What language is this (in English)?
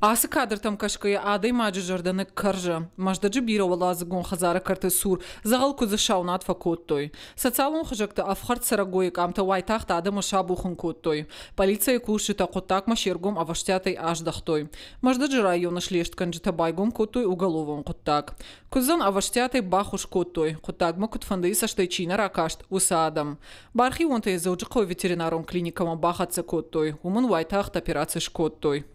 Ossetic